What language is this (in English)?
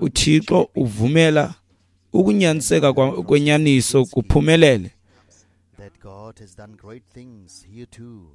Xhosa